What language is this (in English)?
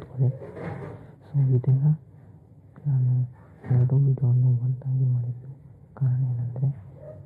Kannada